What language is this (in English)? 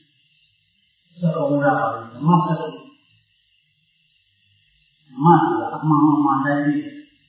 Burmese